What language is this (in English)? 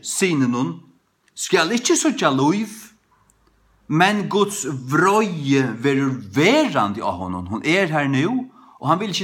Faroese